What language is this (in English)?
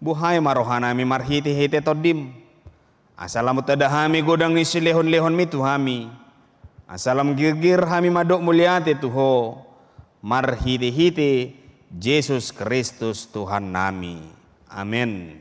Batak Toba